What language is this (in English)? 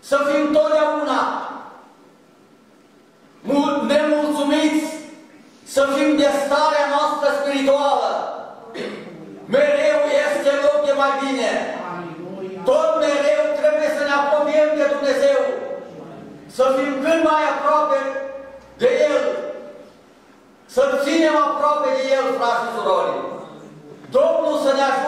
Romanian